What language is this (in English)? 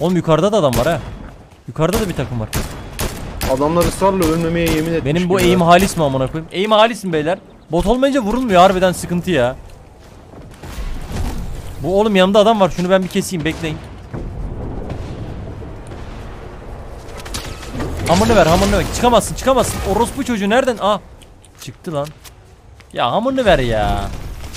Turkish